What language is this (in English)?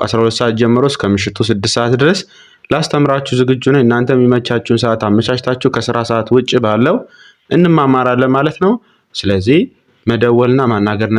Amharic